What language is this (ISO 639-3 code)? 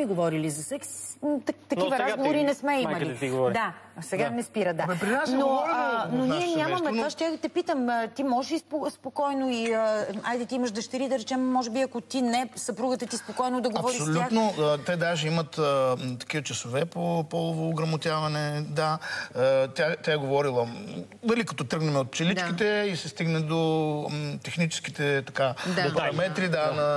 bul